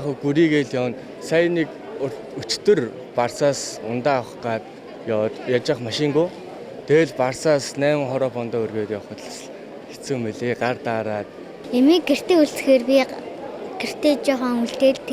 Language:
Mongolian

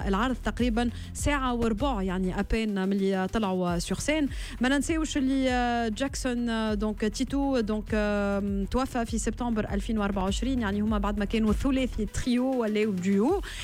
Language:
Tunisian Arabic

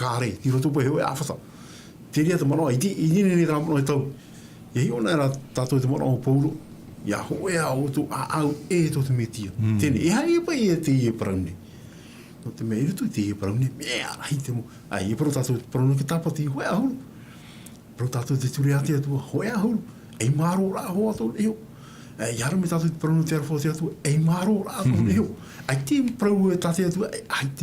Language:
Tahitian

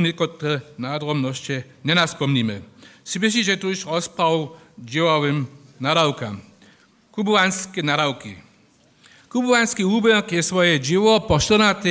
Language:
Upper Sorbian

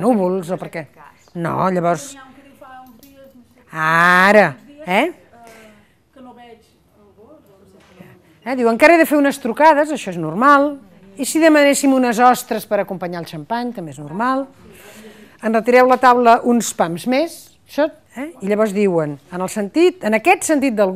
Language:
Catalan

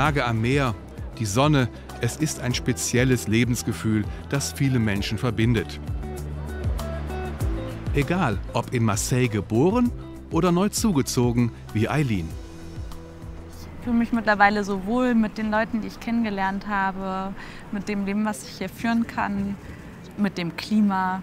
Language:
German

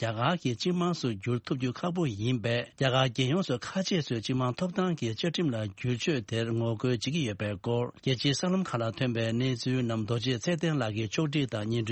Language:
Tibetan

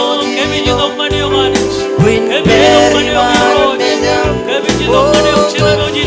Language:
Marshallese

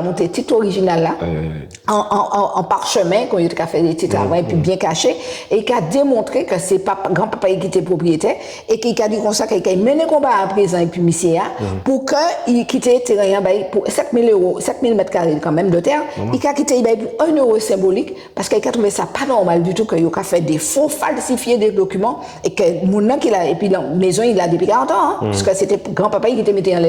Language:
Guadeloupean Creole French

